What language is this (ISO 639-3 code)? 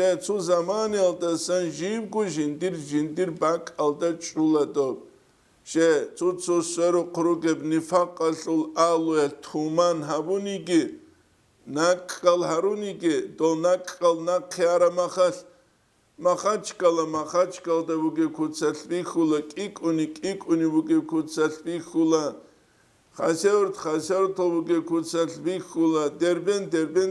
ava